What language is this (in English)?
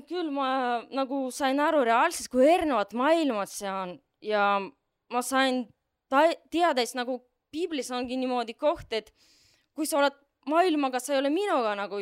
Estonian